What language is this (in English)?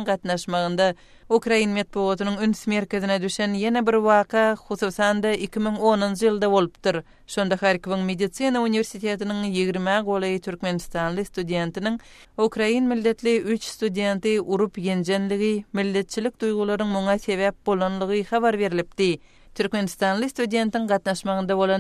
Kyrgyz